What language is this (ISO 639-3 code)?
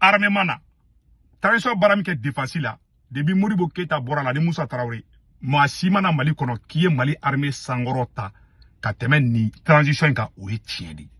bam